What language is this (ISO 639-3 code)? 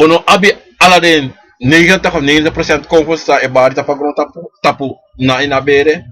srn